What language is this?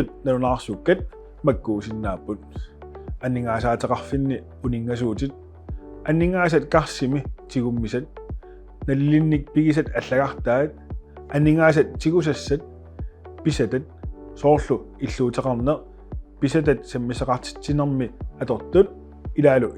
Kalaallisut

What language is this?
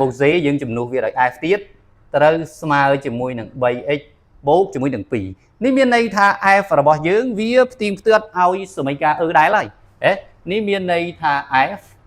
Khmer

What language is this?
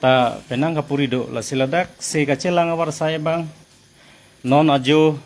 Karbi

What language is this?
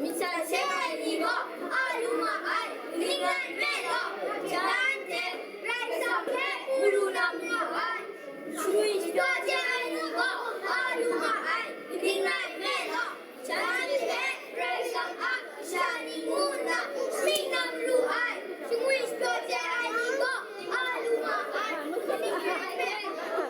Kachin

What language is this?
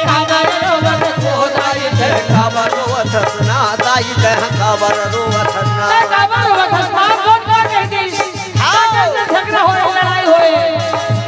Chhattisgarhi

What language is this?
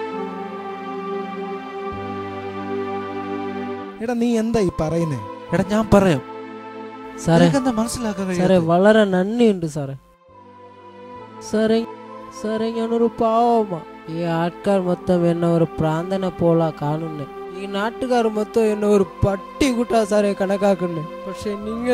Malayalam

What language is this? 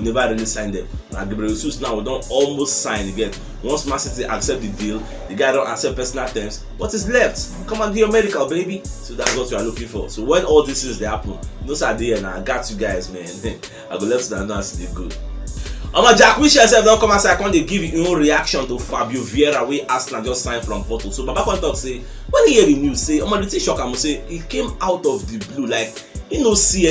Nigerian Pidgin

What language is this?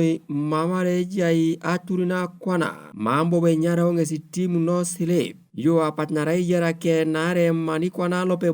Teso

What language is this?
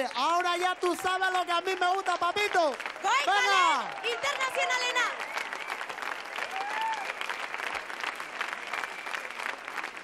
Basque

